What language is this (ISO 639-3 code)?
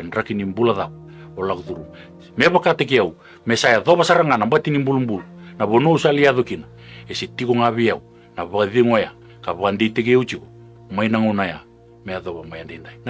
fij